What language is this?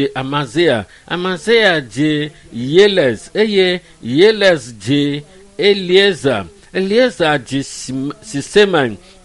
Ewe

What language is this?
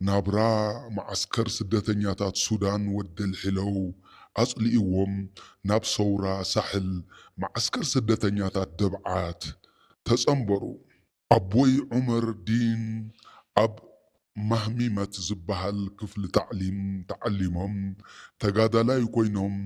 Tigrinya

